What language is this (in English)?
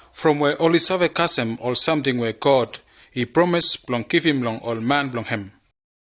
Bislama